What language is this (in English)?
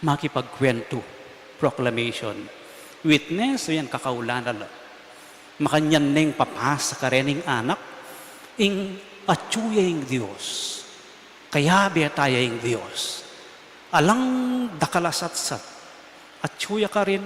Pampanga